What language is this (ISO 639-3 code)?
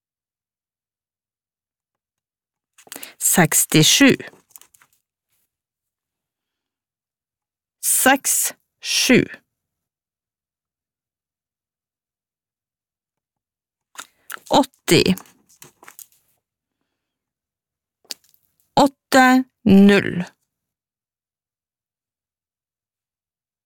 nor